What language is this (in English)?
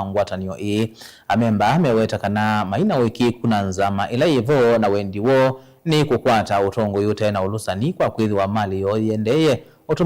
Kamba